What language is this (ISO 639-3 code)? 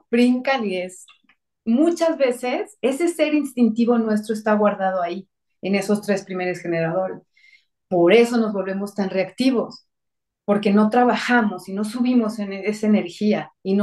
spa